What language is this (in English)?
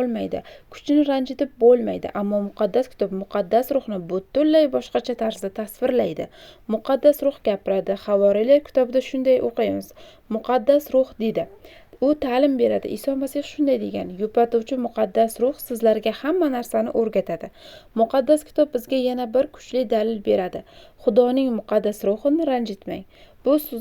Uzbek